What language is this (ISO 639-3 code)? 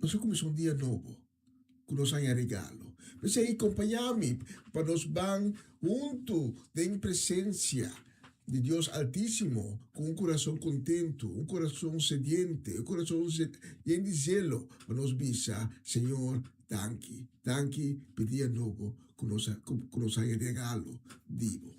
pap